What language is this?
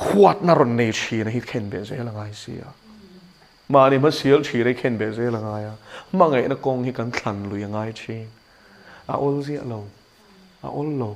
Mizo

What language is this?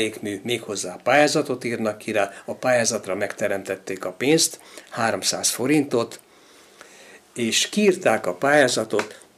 Hungarian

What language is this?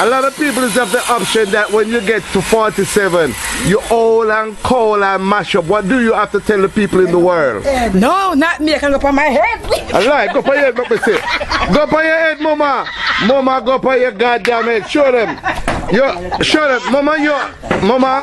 Jamaican Creole English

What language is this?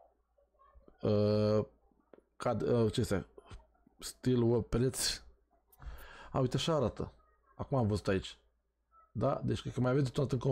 Romanian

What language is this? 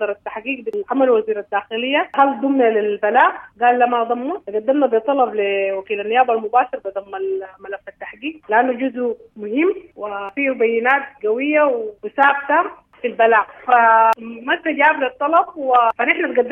Sudanese Arabic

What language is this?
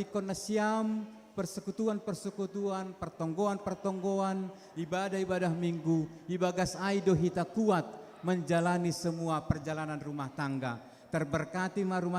Batak Simalungun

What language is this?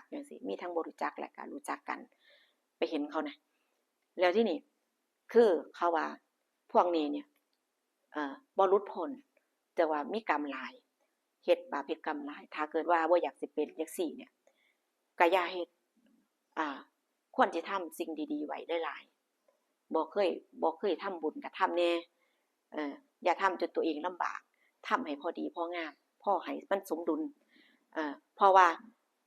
Northeastern Thai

